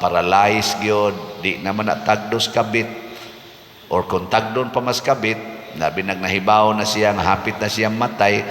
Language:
Cebuano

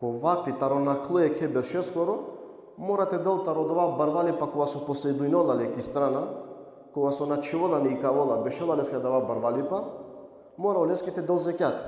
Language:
Balkan Romani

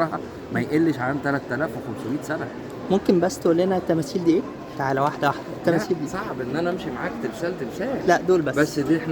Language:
Egyptian Arabic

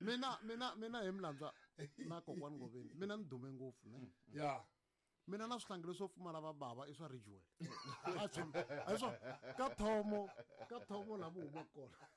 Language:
Tsonga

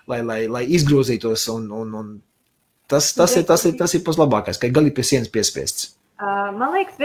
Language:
Latvian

